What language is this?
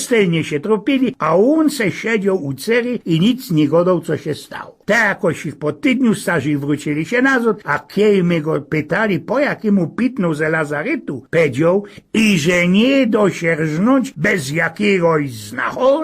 Silesian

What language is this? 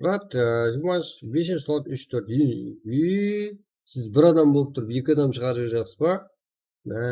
Kara-Kalpak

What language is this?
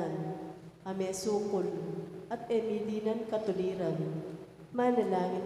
Pampanga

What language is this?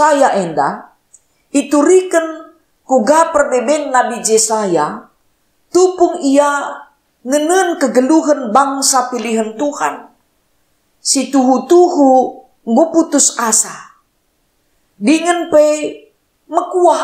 Batak Karo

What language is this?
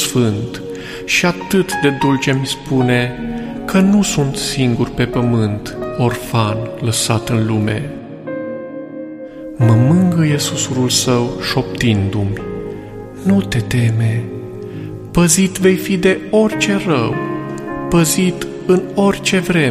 Romanian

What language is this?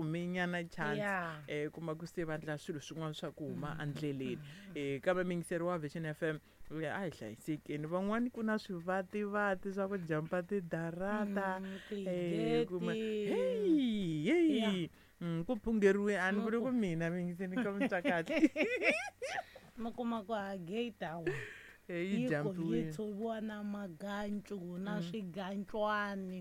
Tsonga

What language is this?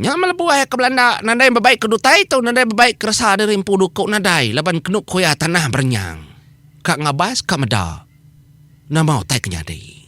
Iban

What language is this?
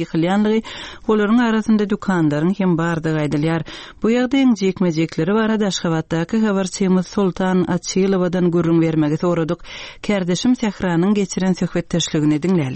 Turkmen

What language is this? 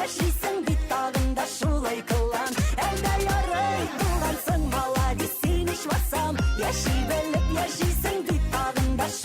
Bashkir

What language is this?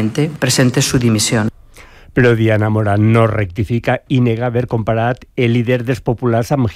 Catalan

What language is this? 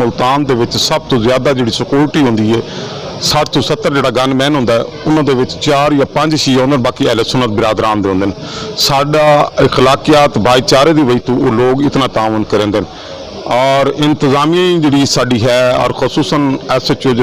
Saraiki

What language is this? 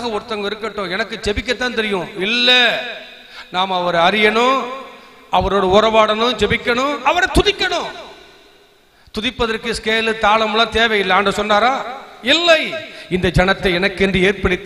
Tamil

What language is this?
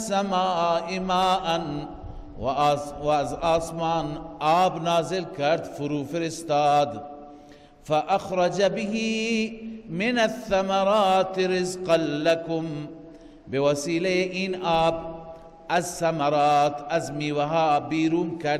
Persian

